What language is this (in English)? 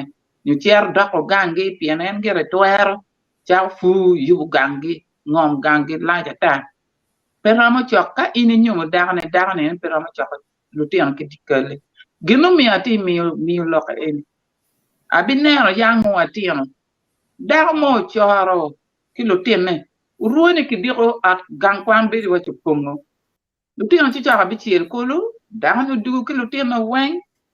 Acoli